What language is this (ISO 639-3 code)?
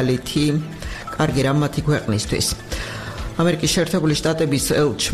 kat